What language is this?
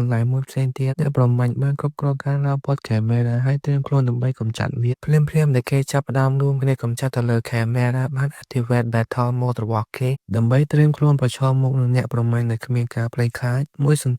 Khmer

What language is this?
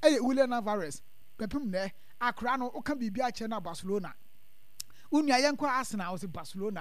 Akan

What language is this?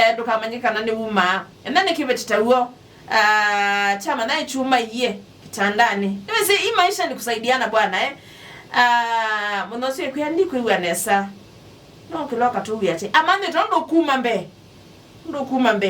Kamba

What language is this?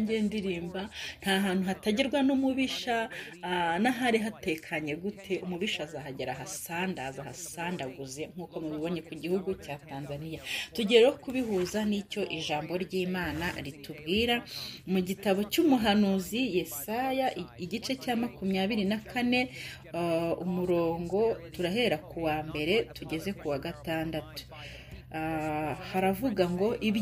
Kinyarwanda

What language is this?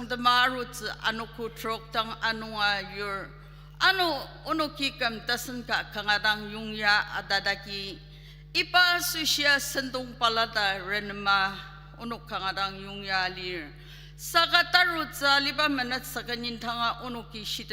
Ao Naga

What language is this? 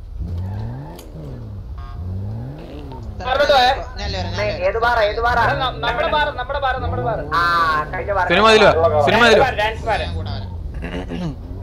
Malayalam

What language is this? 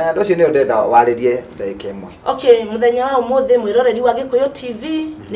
Kikuyu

